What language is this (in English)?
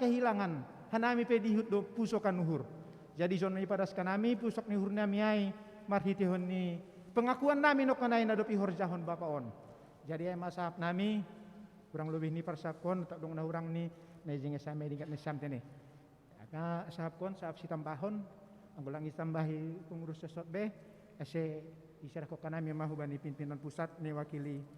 Batak Simalungun